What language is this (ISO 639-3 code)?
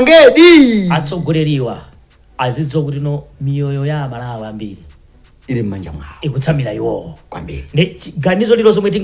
nya